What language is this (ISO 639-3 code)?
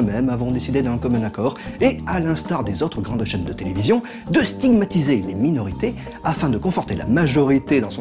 fra